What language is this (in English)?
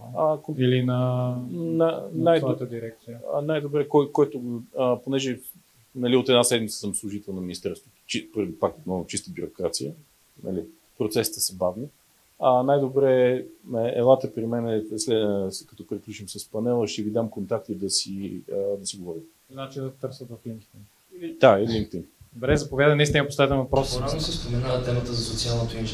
Bulgarian